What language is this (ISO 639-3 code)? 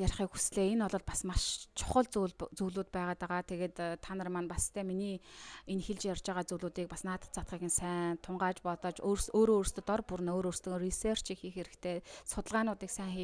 mon